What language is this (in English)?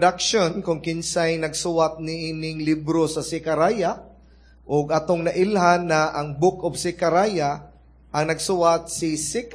Cebuano